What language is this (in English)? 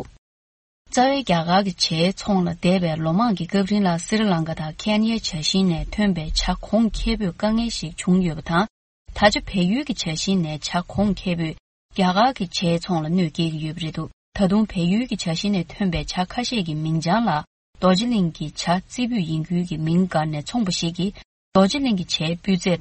Tibetan